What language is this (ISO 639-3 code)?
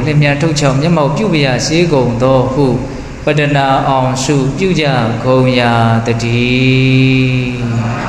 mya